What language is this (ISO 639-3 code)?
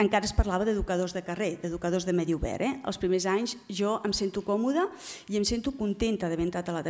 cat